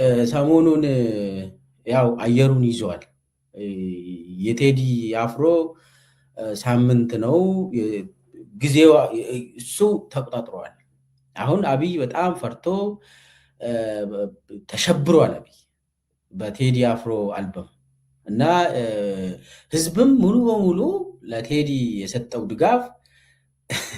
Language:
Amharic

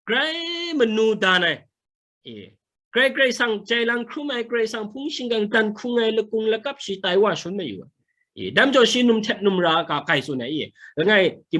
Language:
Kachin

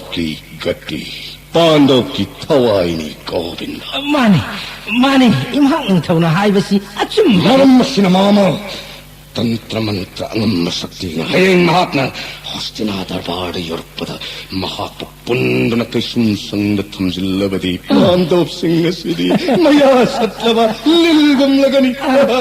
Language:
Manipuri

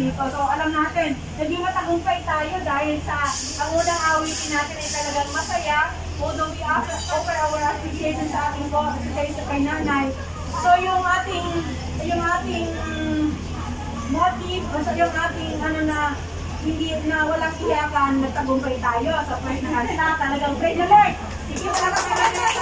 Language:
Filipino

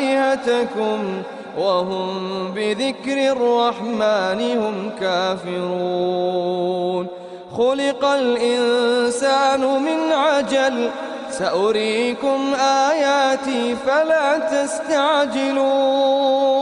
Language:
Arabic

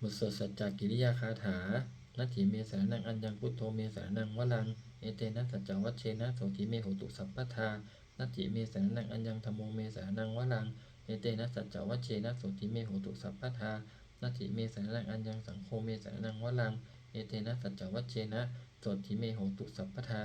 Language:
Pali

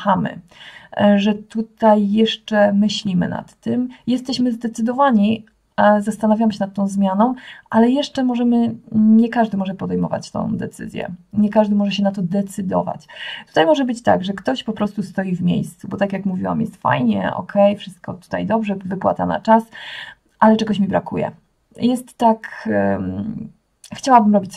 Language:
Polish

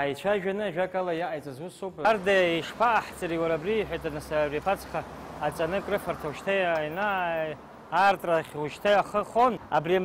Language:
Abkhazian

